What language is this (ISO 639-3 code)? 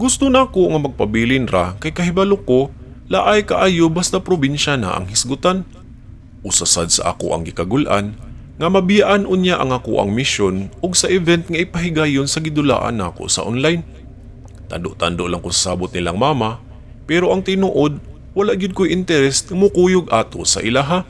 ceb